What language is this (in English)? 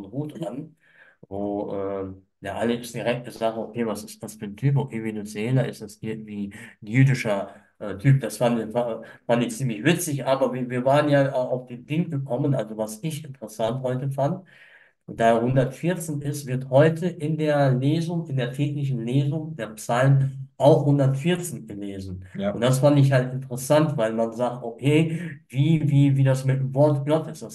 German